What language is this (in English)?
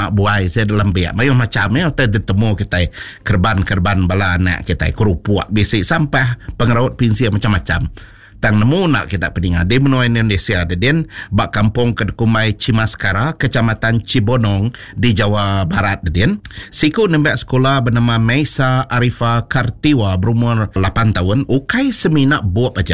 Iban